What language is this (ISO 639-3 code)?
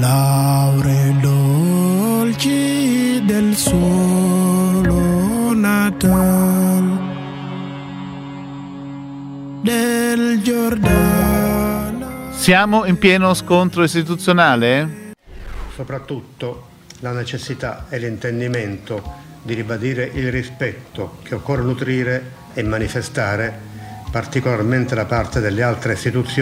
ita